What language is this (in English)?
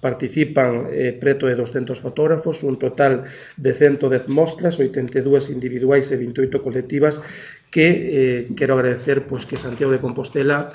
Galician